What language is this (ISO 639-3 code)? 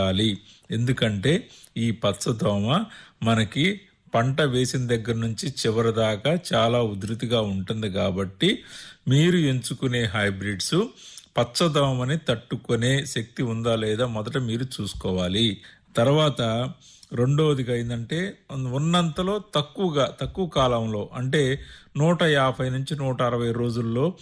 tel